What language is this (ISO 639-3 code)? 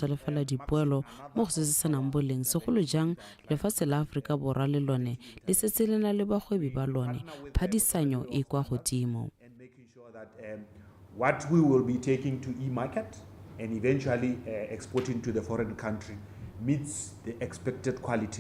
tsn